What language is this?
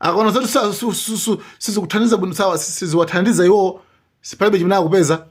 Nyanja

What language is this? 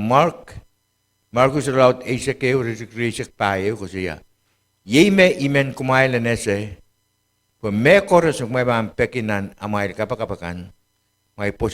Pohnpeian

